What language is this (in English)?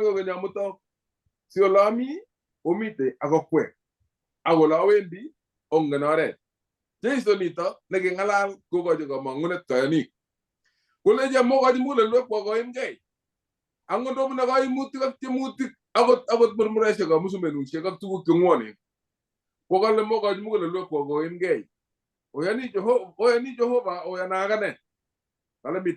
Kalenjin